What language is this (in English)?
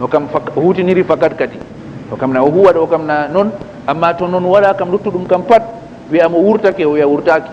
Fula